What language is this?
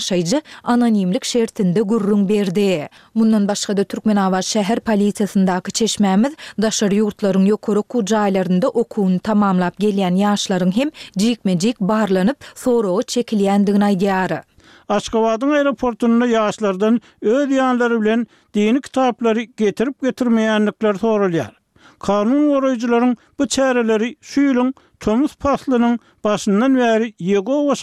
Turkmen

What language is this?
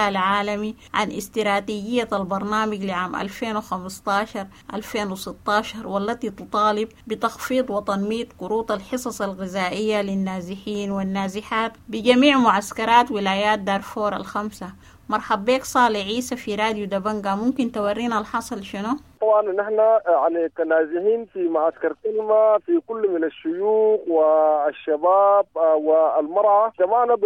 Sudanese Arabic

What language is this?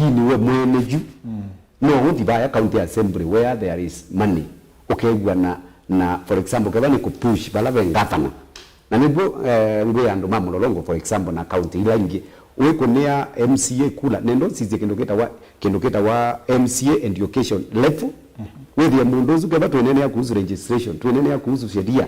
Kamba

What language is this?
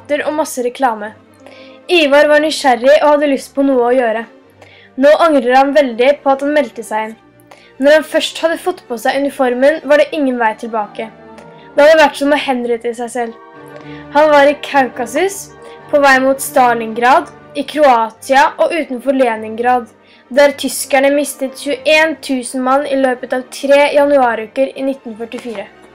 Norwegian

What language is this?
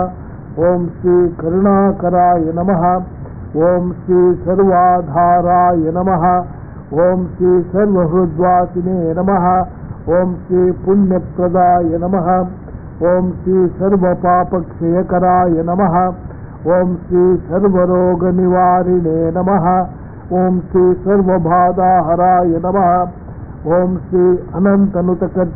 Sanskrit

